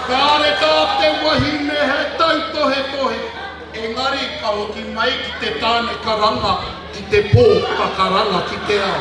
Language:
Māori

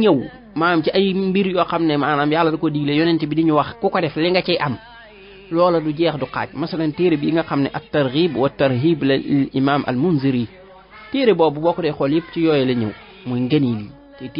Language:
Wolof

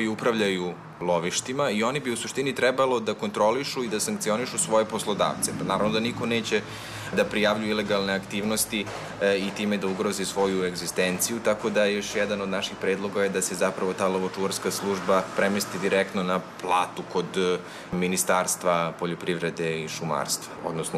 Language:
Serbian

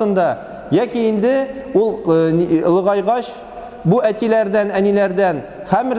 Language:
Tatar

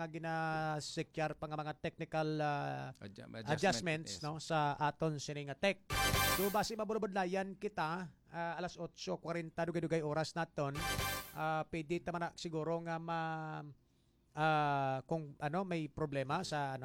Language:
Hiligaynon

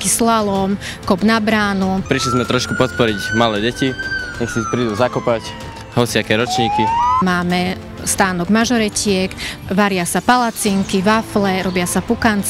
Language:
Slovak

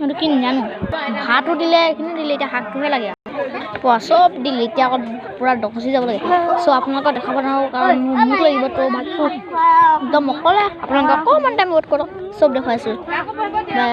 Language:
Assamese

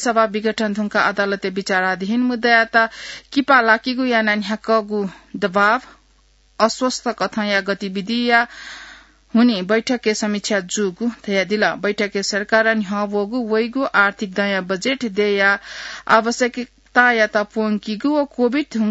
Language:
Newari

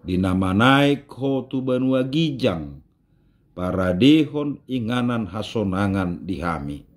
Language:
Batak Toba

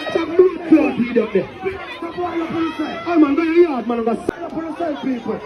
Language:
Jamaican Creole English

